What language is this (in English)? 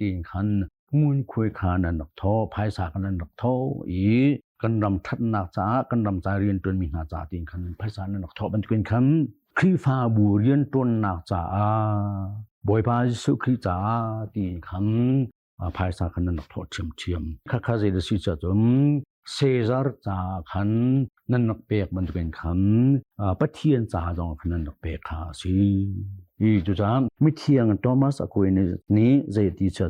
Hakha Chin